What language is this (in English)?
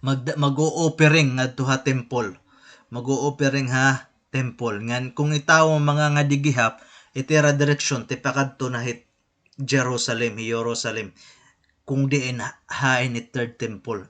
Waray